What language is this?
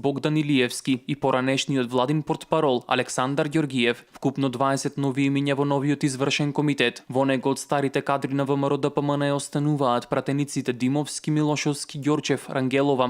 Macedonian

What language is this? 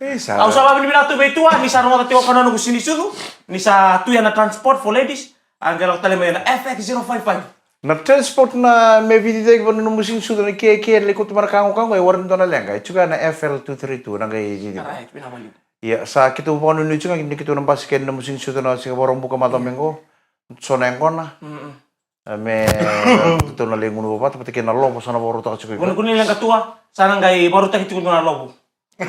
Fijian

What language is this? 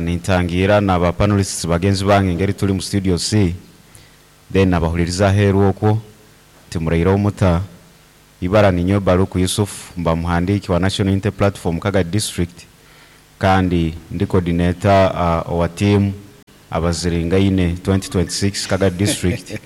Nyankole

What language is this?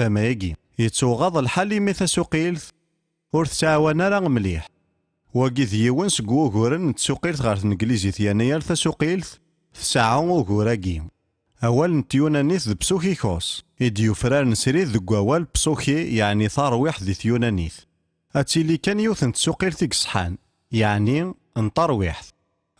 Kabyle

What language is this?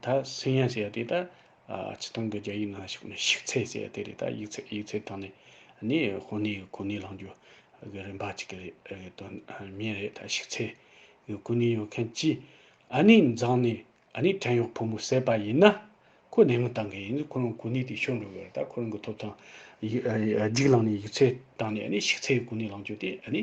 Tibetan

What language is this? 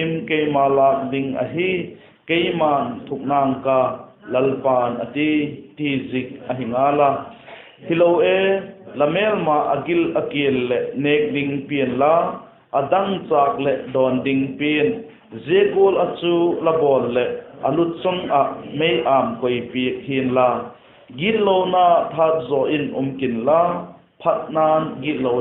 Vaiphei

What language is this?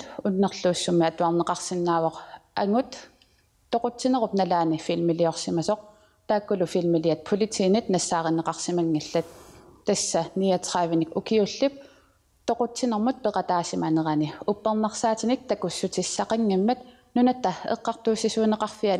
Kalaallisut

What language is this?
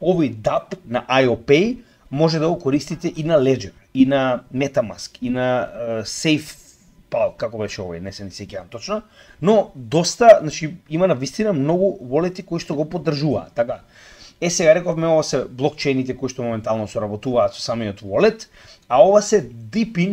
Macedonian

